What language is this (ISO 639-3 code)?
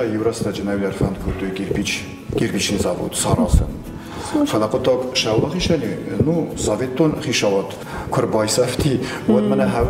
oss